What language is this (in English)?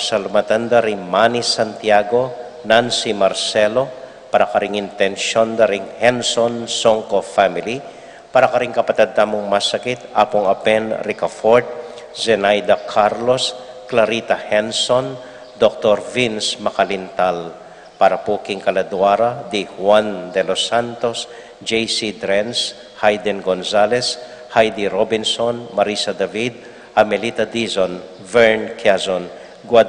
Pampanga